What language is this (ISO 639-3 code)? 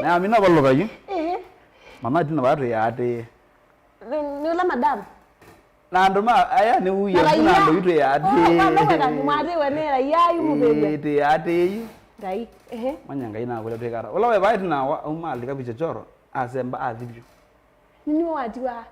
kam